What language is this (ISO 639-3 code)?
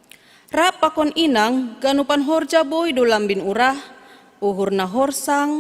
bts